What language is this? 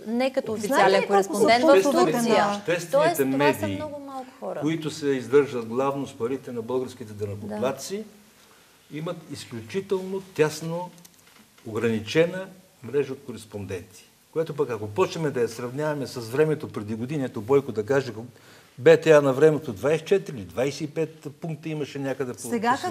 Bulgarian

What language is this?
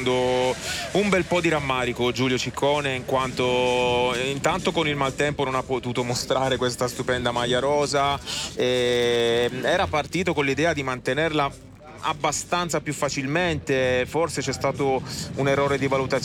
Italian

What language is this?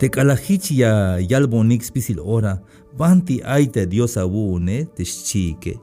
Tzeltal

